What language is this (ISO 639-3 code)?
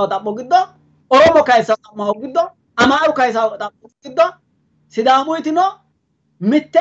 sid